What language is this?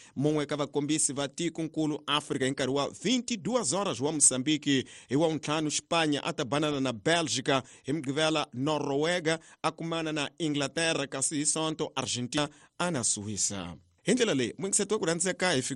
Tsonga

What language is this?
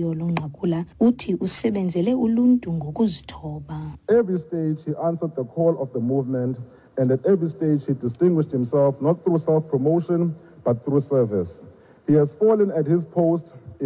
Xhosa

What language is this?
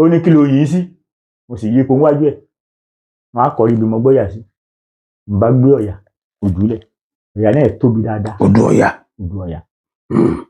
Yoruba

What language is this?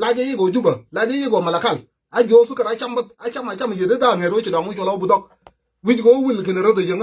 Nuer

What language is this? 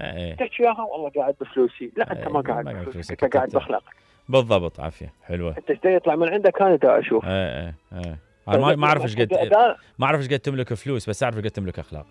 Mesopotamian Arabic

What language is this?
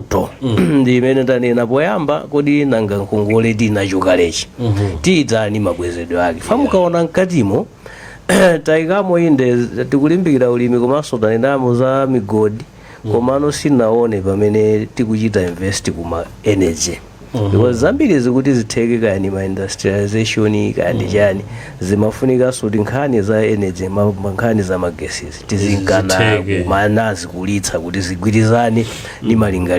Nyanja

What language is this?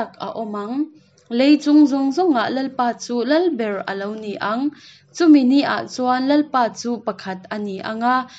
Hakha Chin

